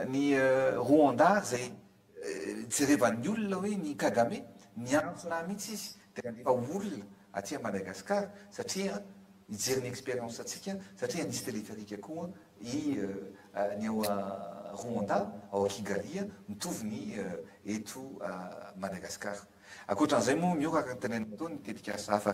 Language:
Malagasy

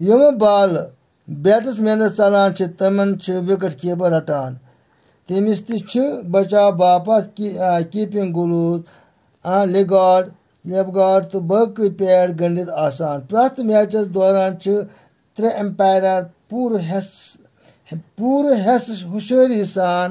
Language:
Kashmiri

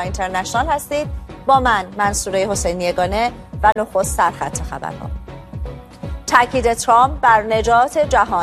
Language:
Persian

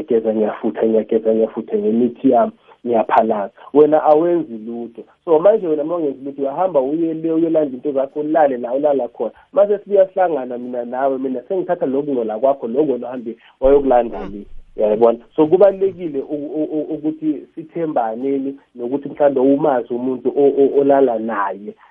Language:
South Ndebele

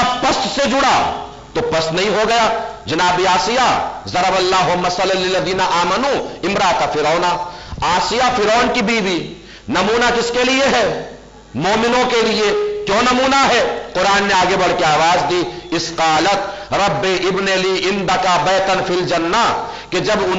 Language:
Urdu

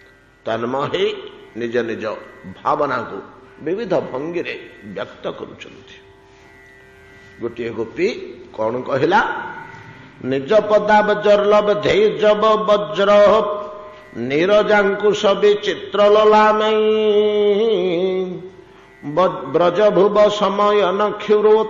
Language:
Odia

